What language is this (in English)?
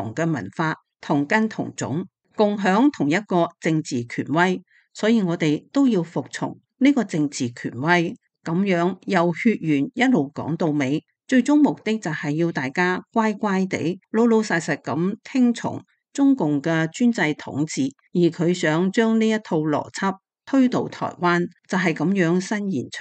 Cantonese